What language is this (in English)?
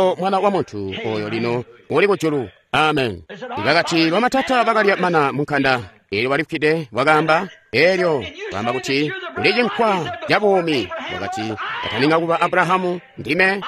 Tonga (Zambia)